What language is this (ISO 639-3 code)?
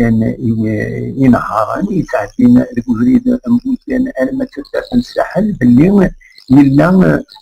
kab